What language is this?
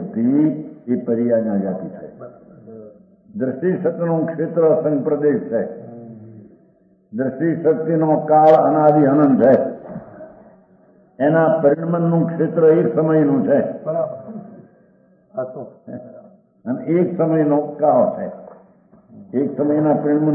Gujarati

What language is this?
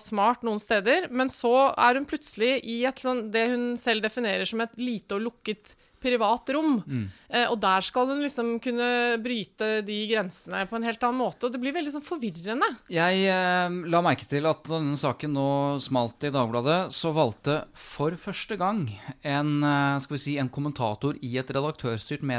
Norwegian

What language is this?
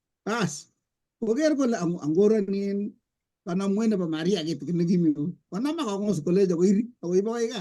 Kalenjin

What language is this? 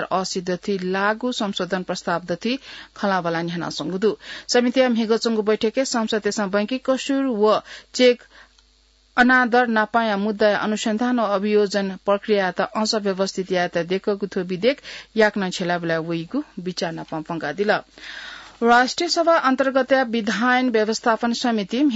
Newari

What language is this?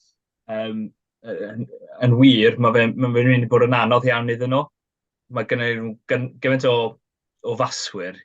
Welsh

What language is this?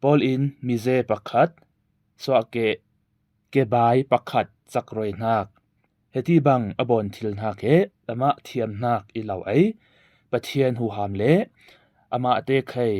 Falam Chin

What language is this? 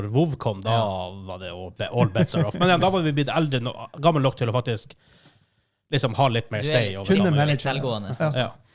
Norwegian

